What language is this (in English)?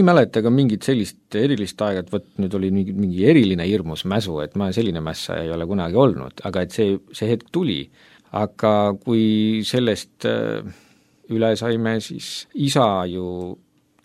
Estonian